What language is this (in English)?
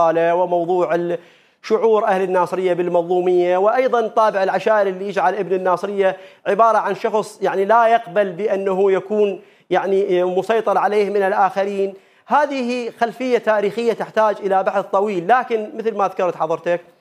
Mesopotamian Arabic